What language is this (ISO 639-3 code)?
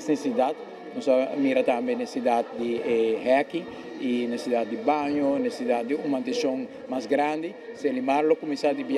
pap